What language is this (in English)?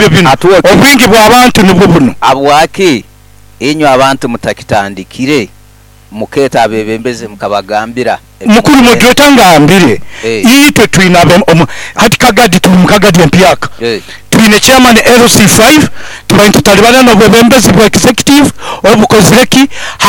Nyoro